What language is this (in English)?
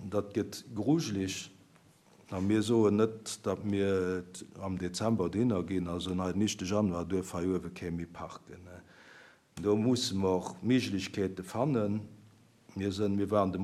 Luxembourgish